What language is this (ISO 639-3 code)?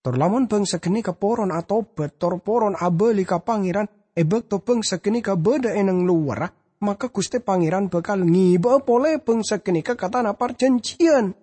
mad